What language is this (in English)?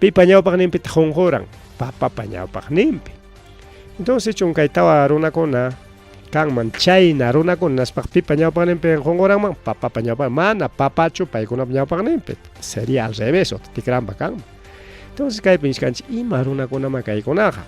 Ayacucho Quechua